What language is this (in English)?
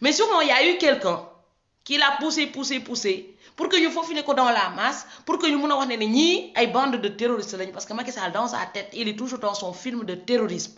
Wolof